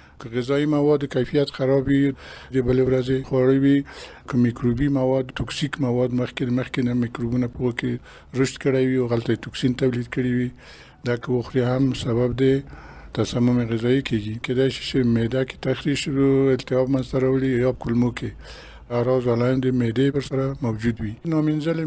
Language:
Pashto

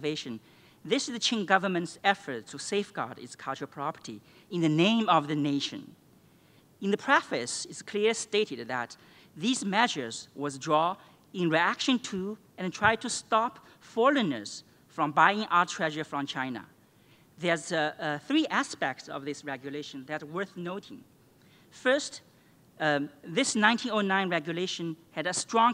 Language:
English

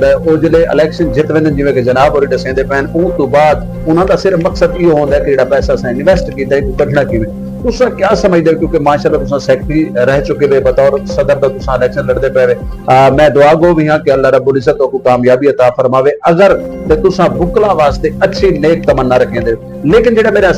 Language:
Saraiki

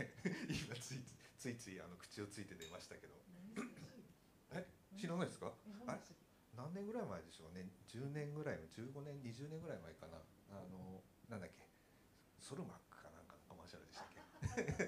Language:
Japanese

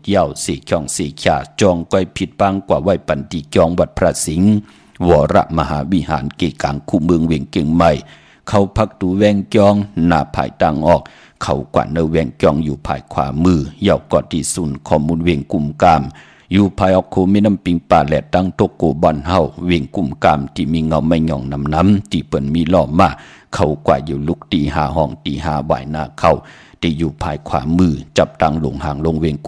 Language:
Shan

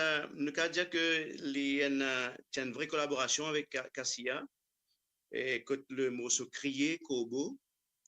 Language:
Morisyen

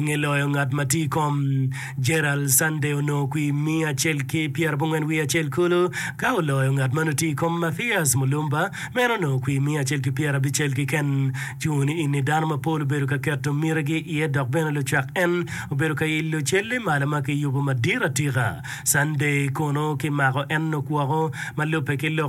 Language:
Acoli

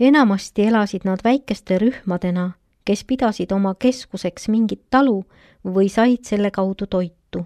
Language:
Estonian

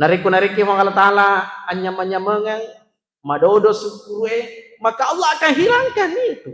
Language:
Buginese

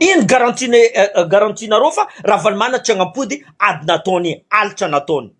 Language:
Malagasy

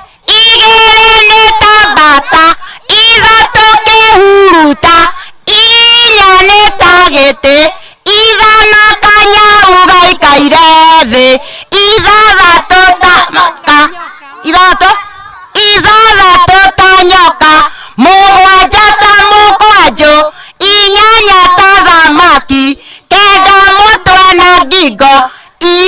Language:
Kikuyu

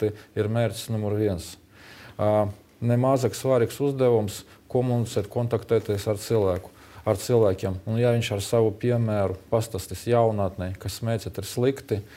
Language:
Latvian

